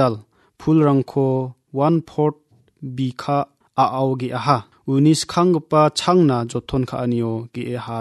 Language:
Garo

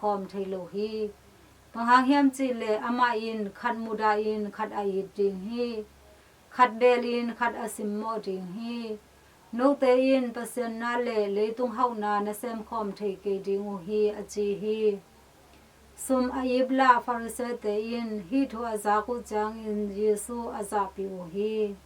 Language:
Tedim Chin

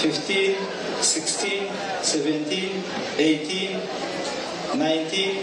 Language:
Nyankole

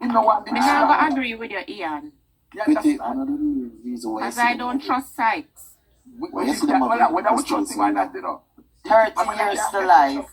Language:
Jamaican Creole English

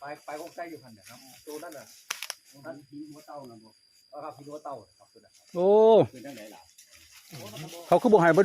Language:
Northeastern Thai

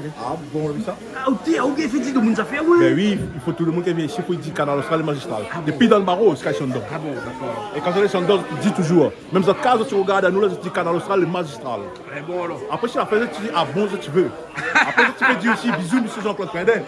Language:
Réunion Creole French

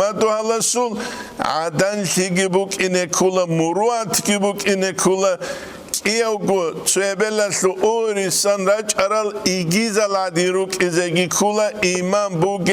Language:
Avaric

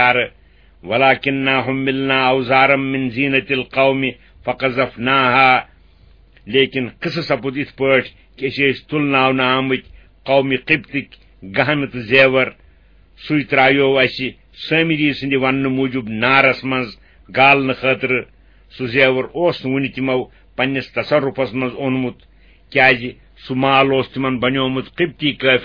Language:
Kashmiri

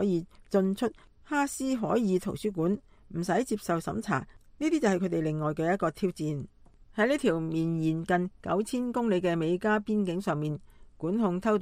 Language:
Cantonese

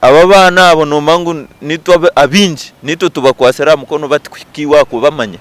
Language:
Nyankole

